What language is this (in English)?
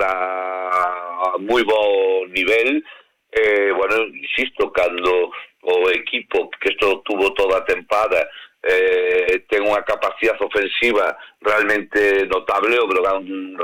Galician